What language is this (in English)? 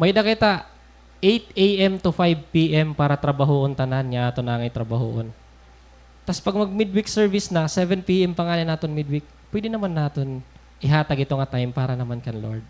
Waray